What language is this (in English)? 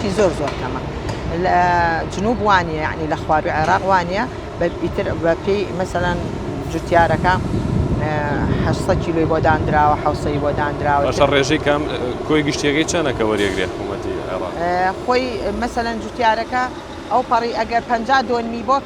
Central Kurdish